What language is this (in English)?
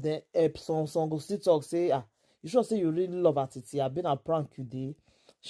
Nigerian Pidgin